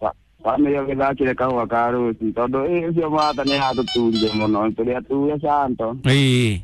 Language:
Kikuyu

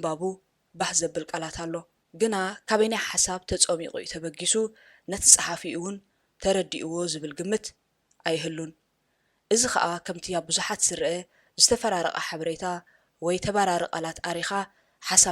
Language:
Tigrinya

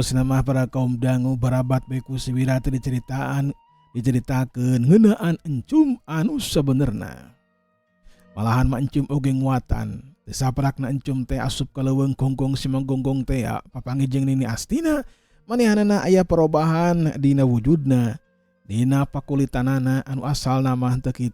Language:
Sundanese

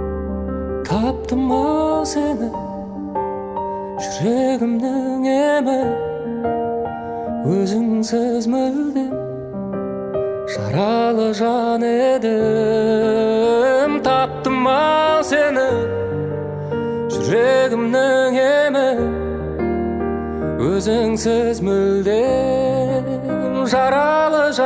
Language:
Kazakh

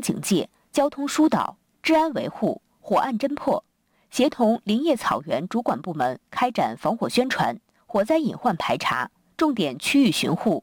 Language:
Chinese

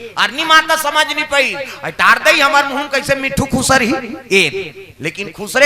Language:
Chhattisgarhi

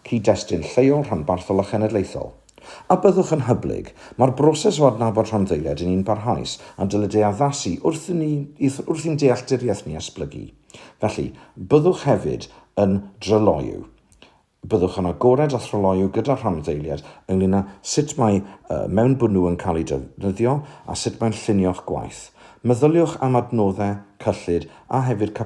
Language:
Welsh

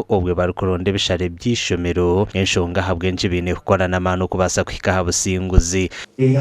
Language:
Nyankole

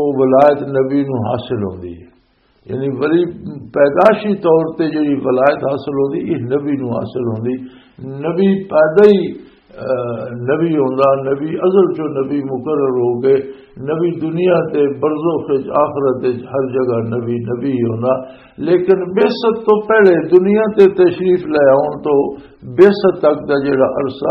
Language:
Western Panjabi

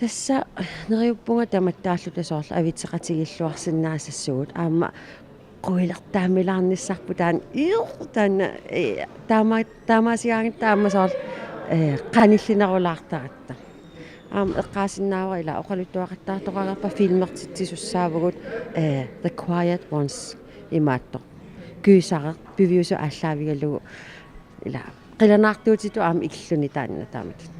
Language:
Kalaallisut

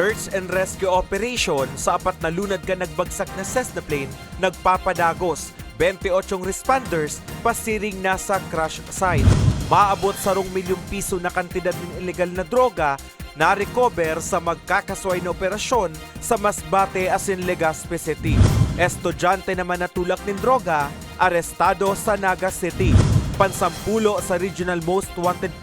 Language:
Bikol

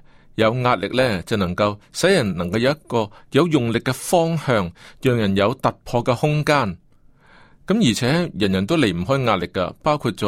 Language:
Cantonese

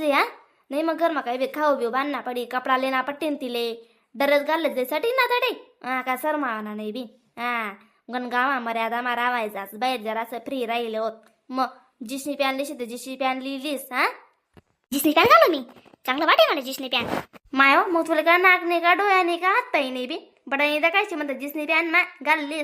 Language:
Khandesi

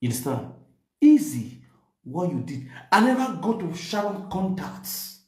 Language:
Nigerian Pidgin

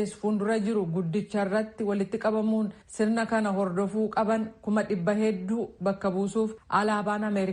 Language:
Oromo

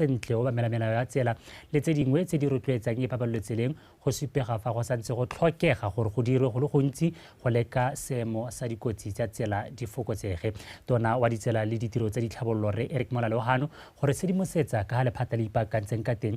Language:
Tswana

